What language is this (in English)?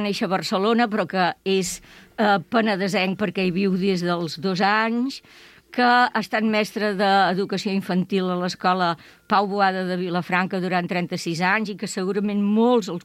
Catalan